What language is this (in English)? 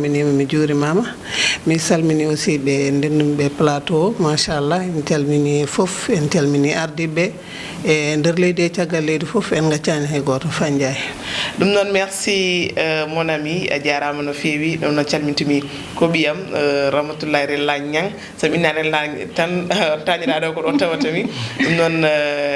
Fula